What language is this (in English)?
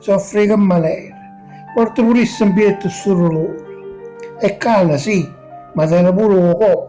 Neapolitan